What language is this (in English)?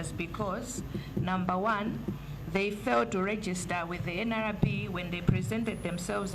Nyanja